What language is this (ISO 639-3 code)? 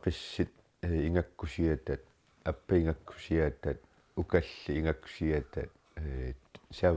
kal